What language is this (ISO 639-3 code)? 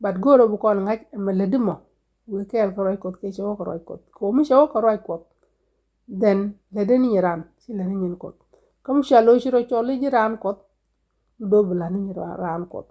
nus